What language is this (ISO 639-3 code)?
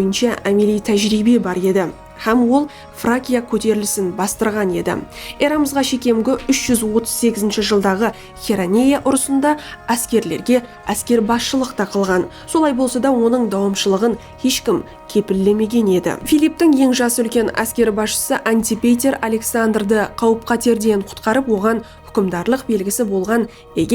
kaa